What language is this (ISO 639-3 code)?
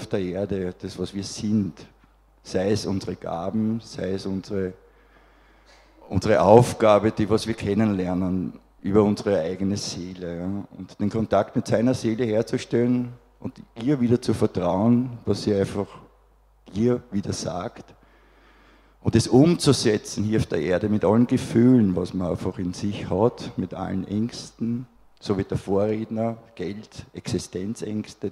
deu